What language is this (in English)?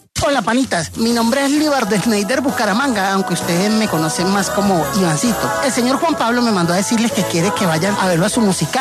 Spanish